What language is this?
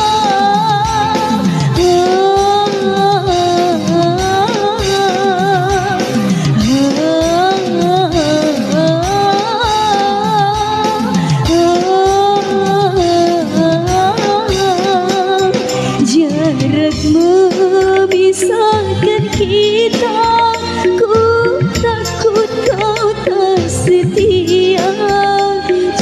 Malay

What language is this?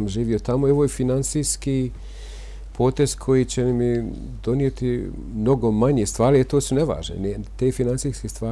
Bosnian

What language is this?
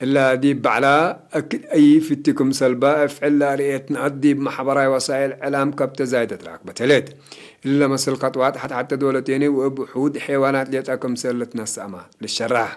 Tigre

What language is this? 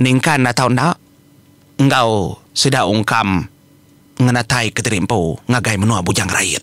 Iban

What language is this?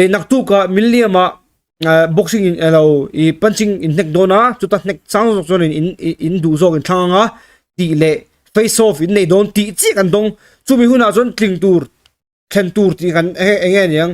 Mizo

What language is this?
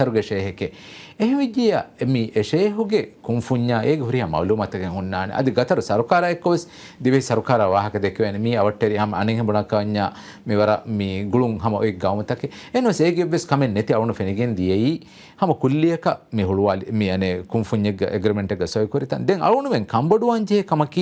Divehi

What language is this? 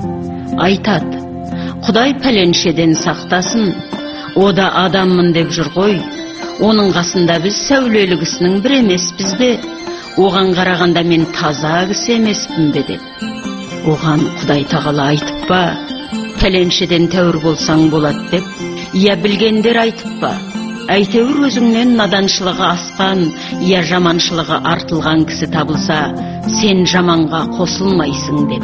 Kazakh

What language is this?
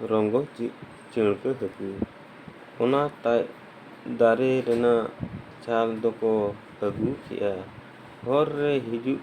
Santali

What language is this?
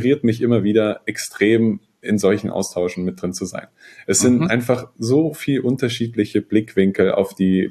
German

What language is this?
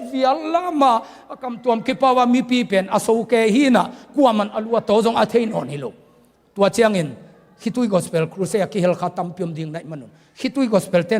Tedim Chin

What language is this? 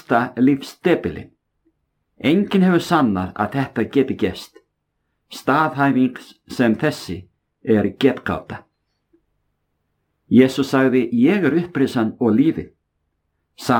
Icelandic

